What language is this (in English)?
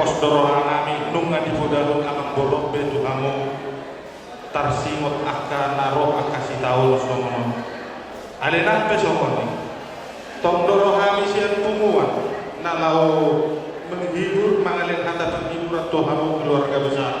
Batak Toba